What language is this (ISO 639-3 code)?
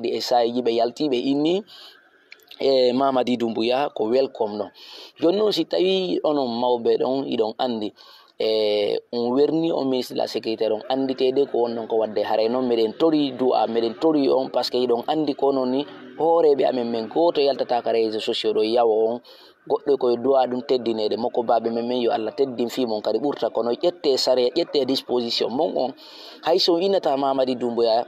ful